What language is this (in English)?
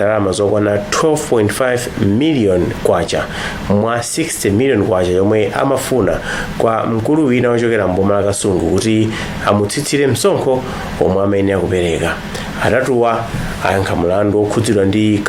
Nyanja